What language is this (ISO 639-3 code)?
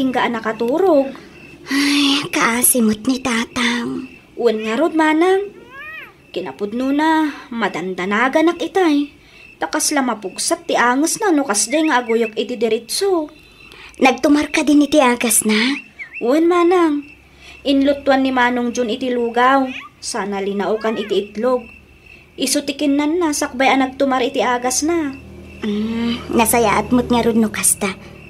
ilo